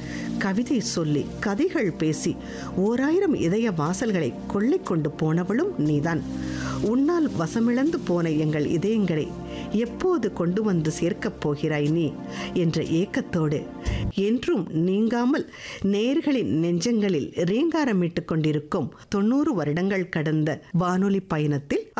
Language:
Tamil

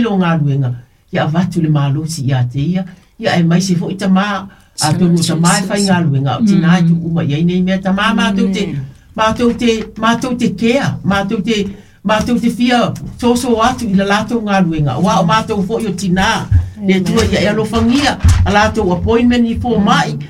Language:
Samoan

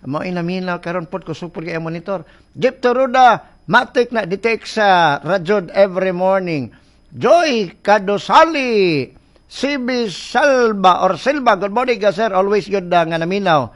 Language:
Cebuano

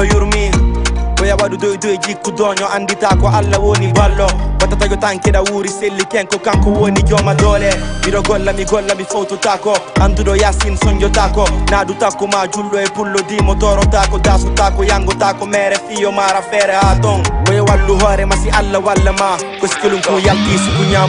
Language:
Fula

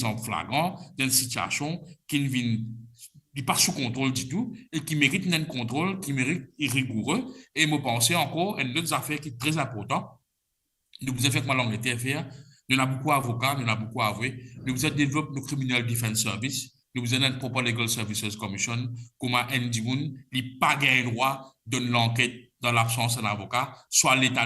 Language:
Morisyen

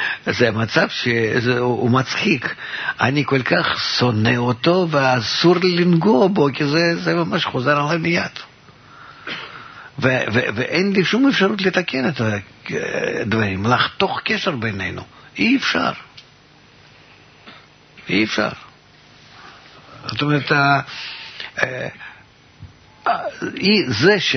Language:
Hebrew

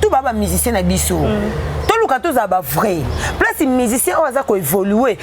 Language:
Lingala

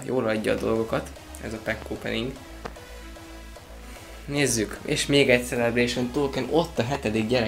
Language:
Hungarian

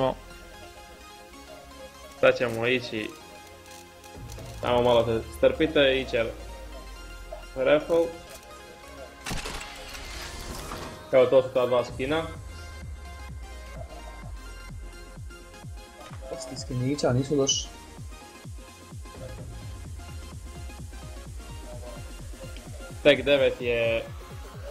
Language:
Croatian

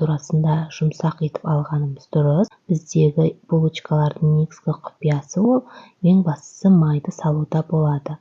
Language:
Kazakh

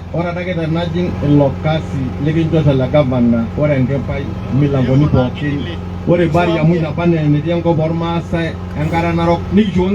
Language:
Masai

